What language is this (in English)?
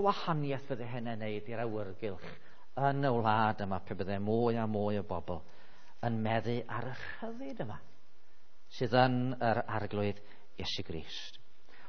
Welsh